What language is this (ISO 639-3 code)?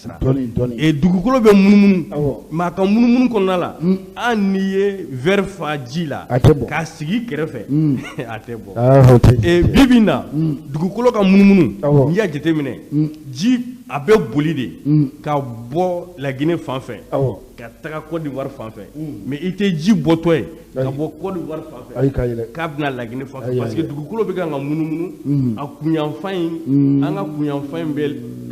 bam